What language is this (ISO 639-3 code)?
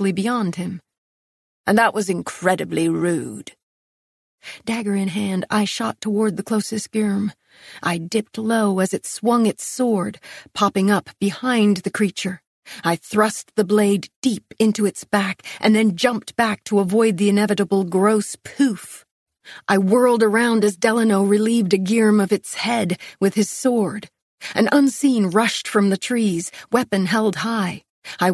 eng